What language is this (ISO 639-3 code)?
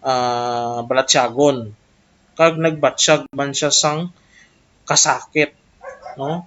hil